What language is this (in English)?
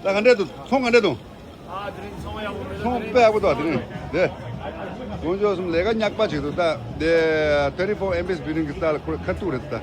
Tibetan